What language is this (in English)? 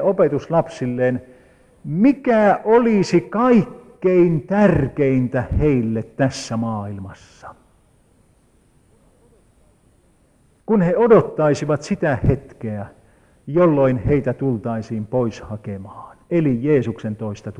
Finnish